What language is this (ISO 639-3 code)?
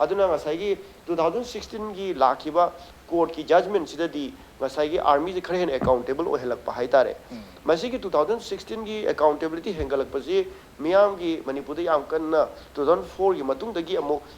mni